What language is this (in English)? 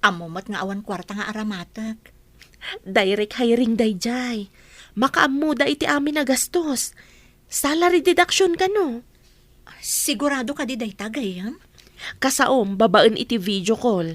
Iloko